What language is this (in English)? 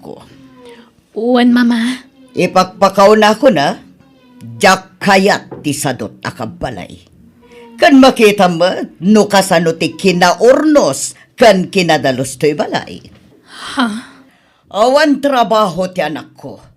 Iloko